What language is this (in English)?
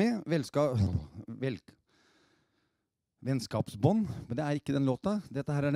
Norwegian